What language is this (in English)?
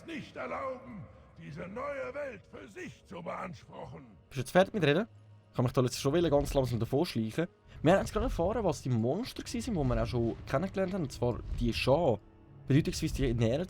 Swiss German